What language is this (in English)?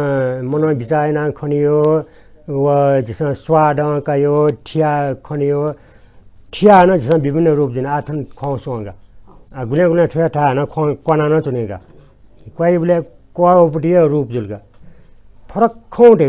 Newari